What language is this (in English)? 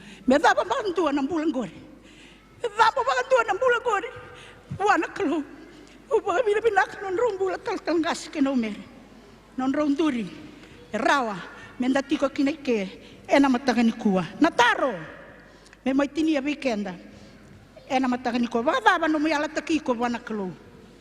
Fijian